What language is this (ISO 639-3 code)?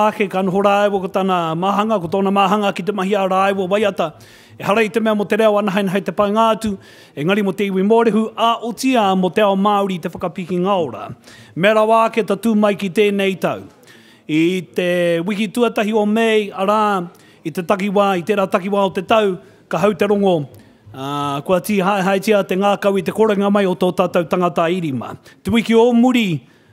mri